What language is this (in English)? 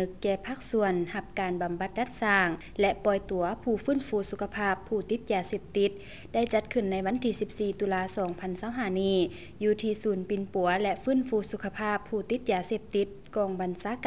Lao